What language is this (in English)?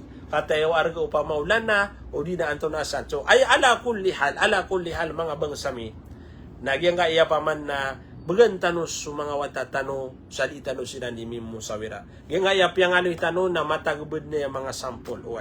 Maranao